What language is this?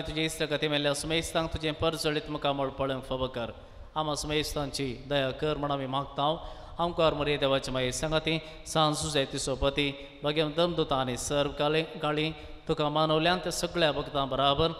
Konkani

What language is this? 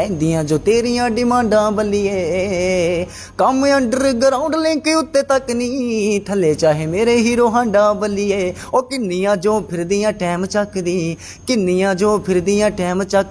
Dogri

